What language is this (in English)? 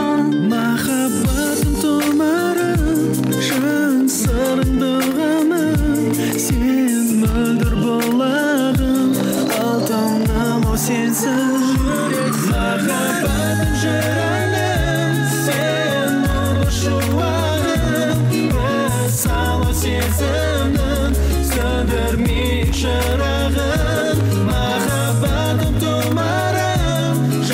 Kazakh